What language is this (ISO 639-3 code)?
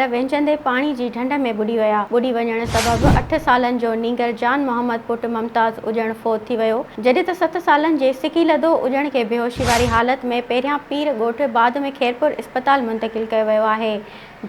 snd